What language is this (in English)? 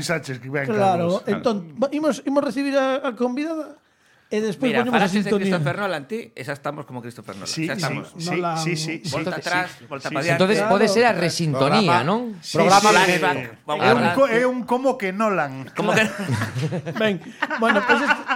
Galician